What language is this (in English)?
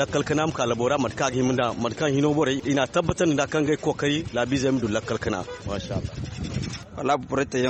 Zarma